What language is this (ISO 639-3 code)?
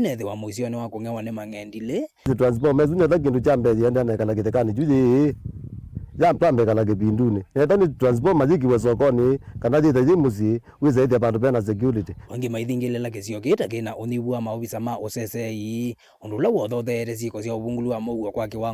kam